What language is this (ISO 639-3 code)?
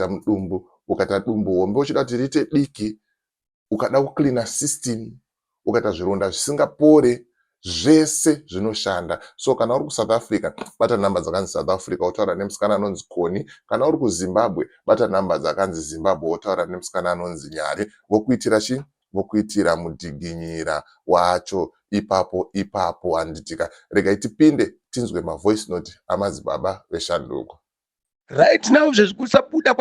sna